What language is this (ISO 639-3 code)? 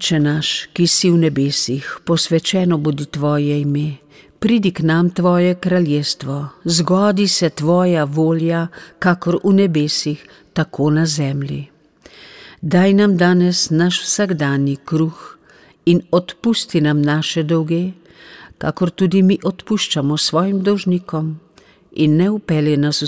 slv